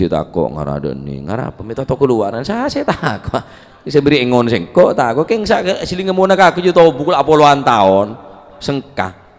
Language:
Madurese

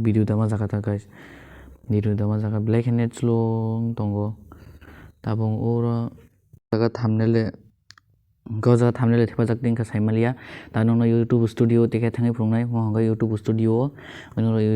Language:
Kok Borok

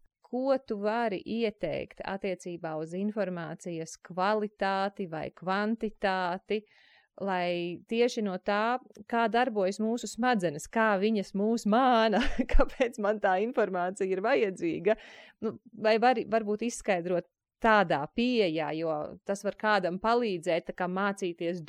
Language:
Latvian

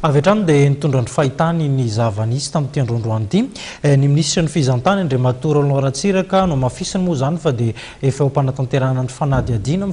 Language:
Malagasy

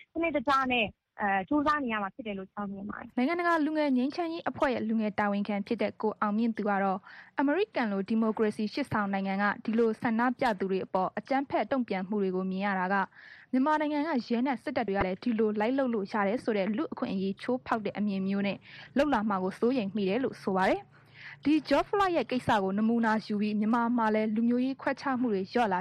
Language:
Burmese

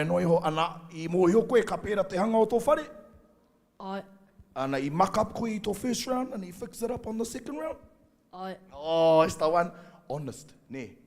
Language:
Māori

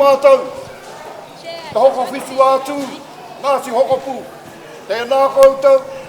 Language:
Māori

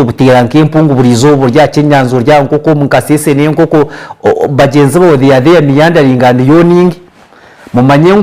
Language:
Nyankole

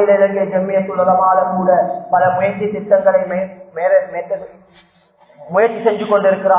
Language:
Tamil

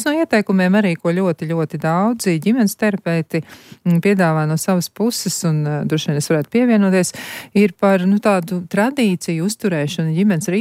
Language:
Latvian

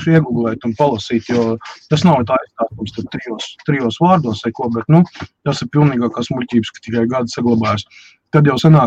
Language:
Latvian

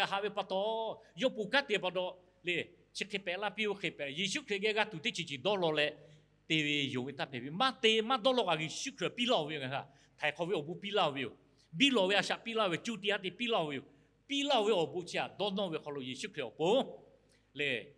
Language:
Lahu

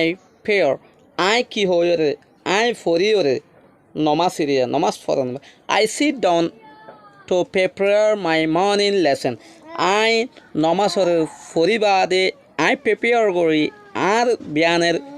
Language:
Rohingya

